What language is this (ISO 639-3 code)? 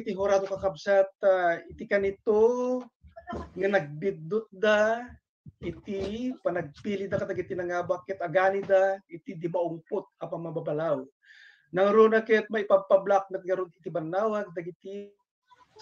ilo